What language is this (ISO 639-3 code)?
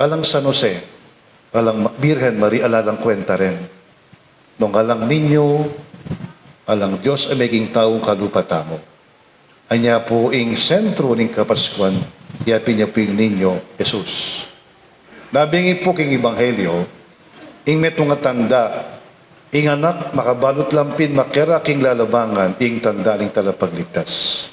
pam